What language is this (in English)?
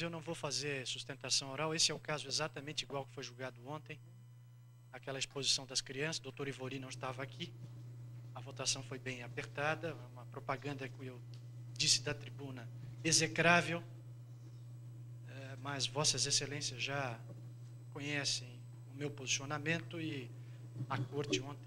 Portuguese